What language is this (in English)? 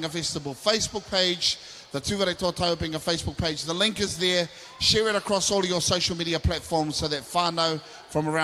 Māori